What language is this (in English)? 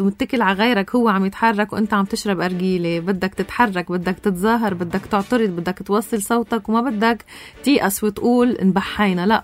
North Levantine Arabic